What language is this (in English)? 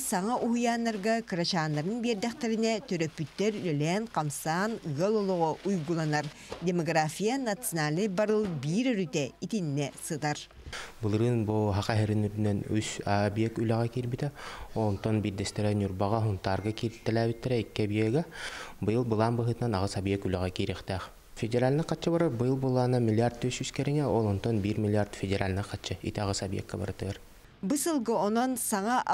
Yakut